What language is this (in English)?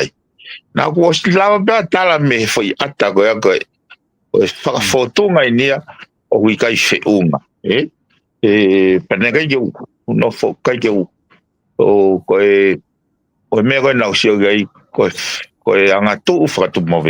Tongan